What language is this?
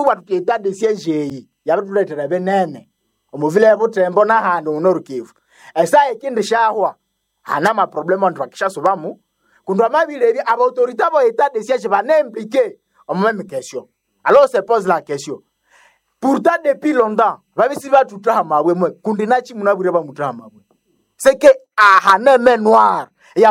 Nande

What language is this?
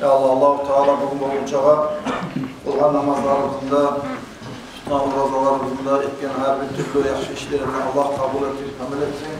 Kumyk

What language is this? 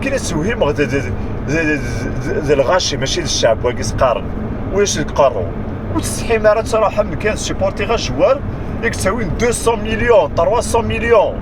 Kabyle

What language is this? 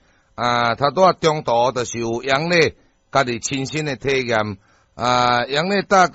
Min Nan Chinese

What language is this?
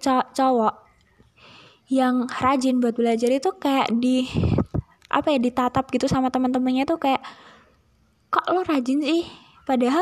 Indonesian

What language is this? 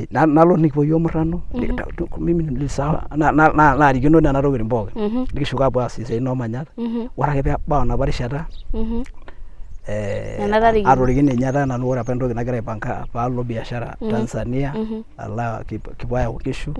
Masai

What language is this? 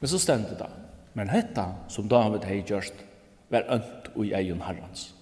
Faroese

